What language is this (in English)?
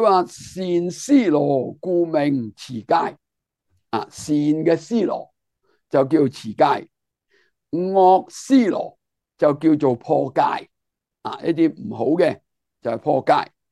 Cantonese